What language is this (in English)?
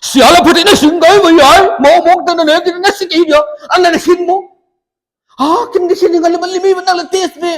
Paite Chin